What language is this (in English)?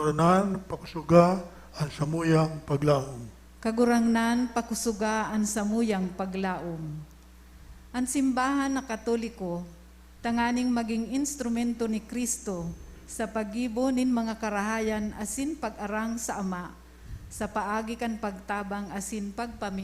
Bikol